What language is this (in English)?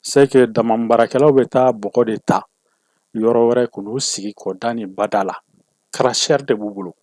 Bambara